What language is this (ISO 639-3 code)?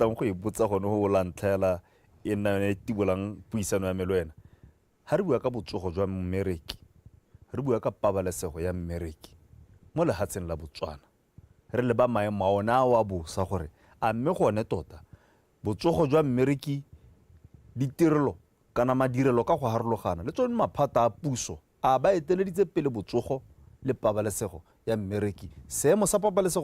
tsn